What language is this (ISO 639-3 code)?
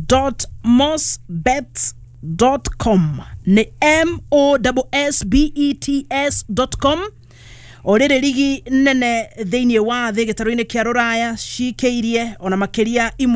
kik